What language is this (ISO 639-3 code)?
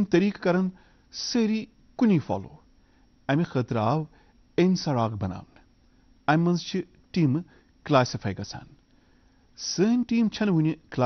kas